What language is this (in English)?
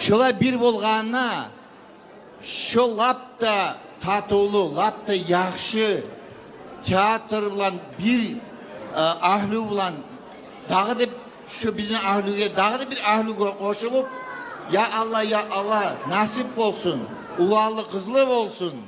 Kumyk